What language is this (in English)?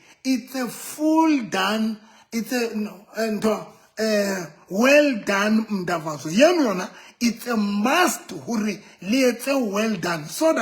Southern Sotho